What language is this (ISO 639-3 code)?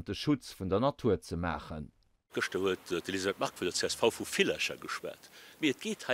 ltz